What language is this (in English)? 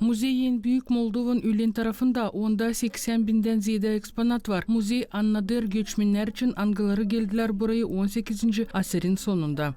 Gagauz